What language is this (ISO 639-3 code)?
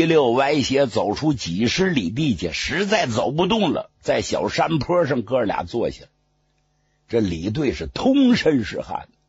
zho